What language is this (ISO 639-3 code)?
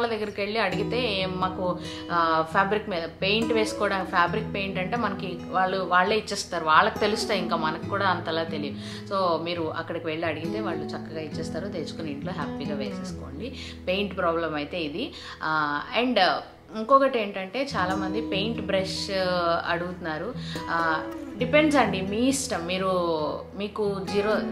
tel